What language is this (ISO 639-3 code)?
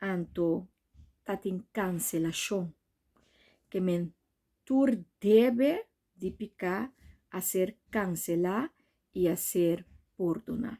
pap